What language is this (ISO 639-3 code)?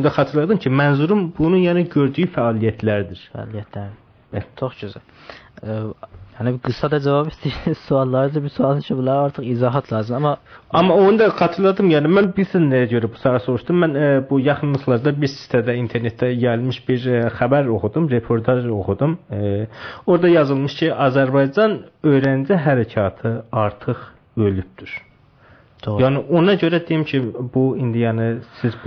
azb